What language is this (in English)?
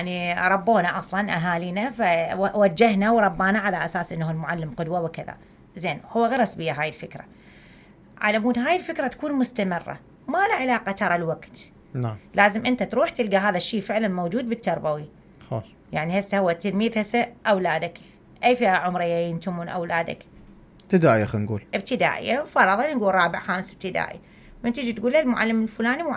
Mesopotamian Arabic